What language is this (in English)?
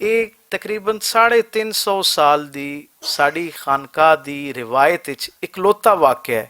Western Panjabi